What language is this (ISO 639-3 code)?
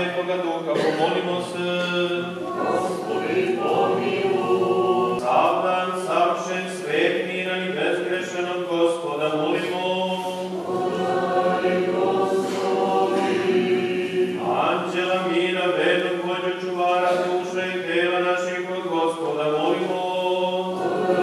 srp